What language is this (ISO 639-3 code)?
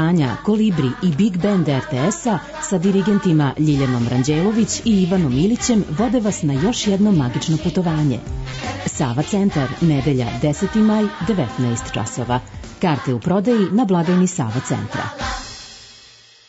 srp